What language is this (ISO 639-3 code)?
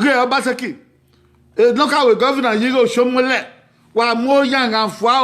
bin